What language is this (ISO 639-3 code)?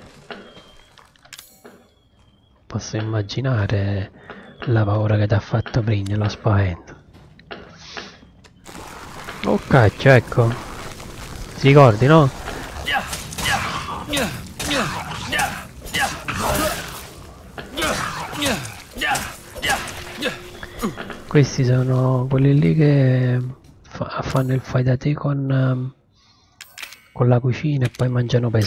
ita